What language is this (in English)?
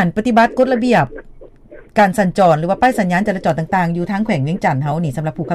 Lao